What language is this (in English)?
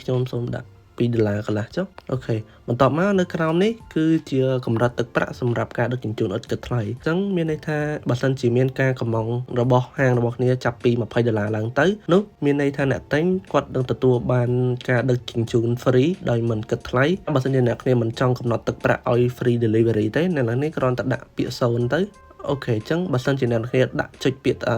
Khmer